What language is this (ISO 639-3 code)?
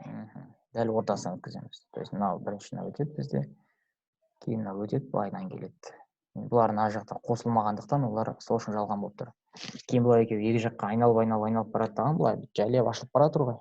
kaz